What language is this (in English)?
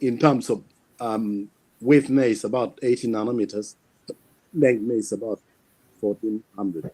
Acoli